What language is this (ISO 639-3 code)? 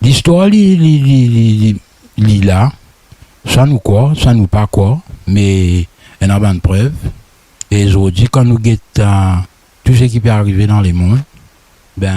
mfe